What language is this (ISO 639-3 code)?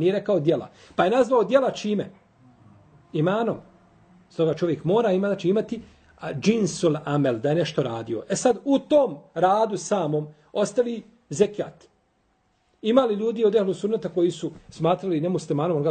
bos